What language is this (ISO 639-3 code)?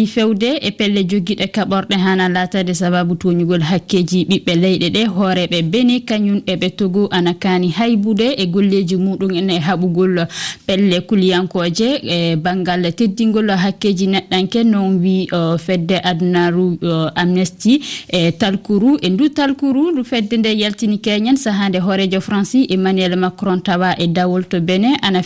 ful